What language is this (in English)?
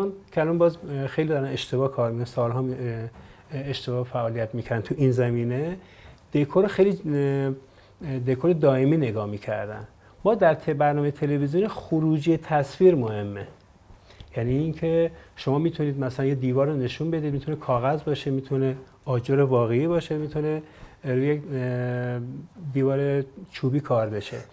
Persian